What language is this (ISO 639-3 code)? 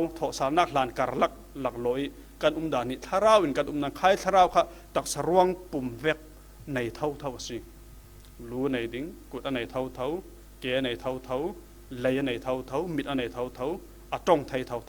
cfm